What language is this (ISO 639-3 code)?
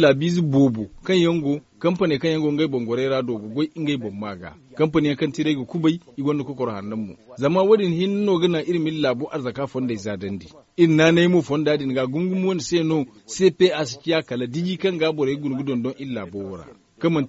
dje